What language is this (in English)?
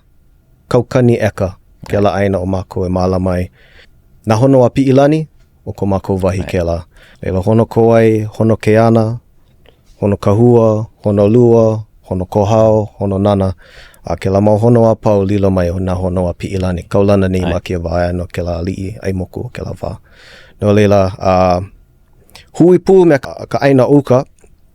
Hawaiian